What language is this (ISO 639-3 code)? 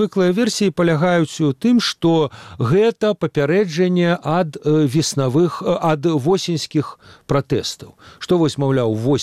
bel